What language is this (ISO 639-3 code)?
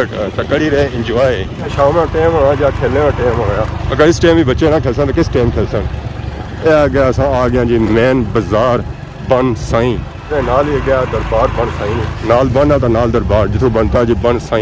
phr